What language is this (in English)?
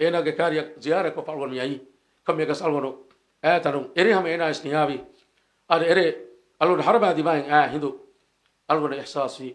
Divehi